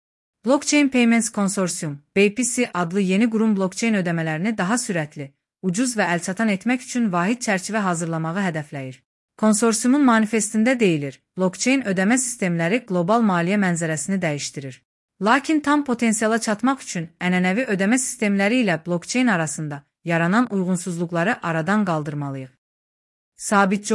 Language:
Azerbaijani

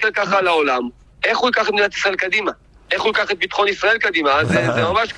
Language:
Hebrew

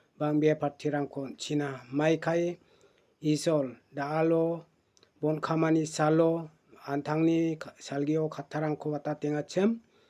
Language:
Garo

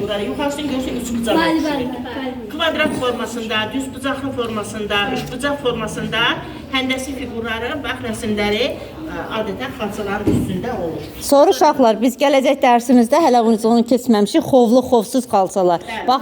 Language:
Azerbaijani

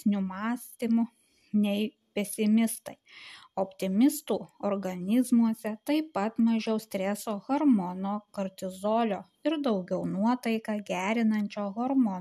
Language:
Lithuanian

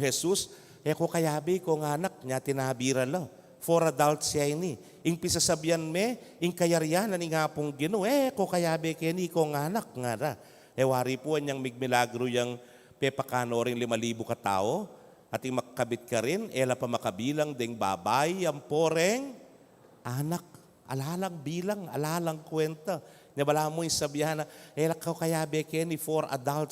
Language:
Pampanga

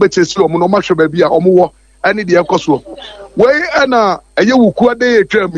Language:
Akan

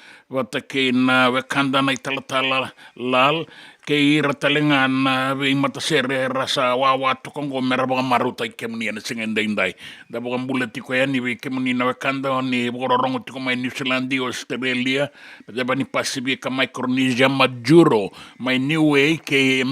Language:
Fijian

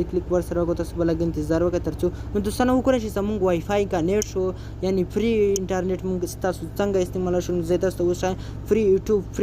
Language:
Pashto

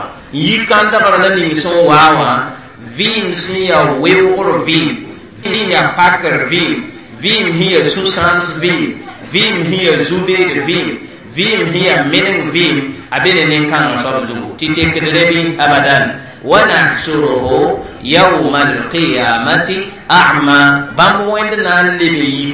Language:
Mossi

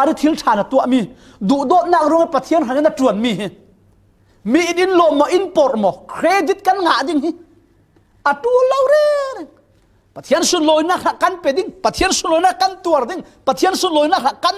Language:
Falam Chin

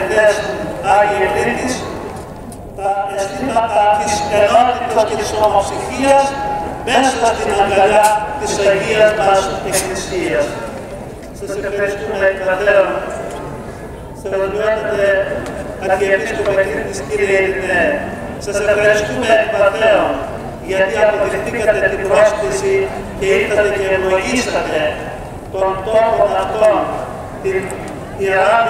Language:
Greek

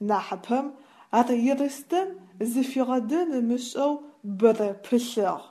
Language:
Adyghe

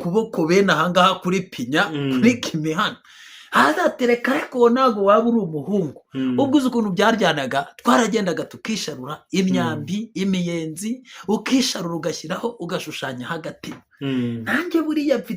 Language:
Kinyarwanda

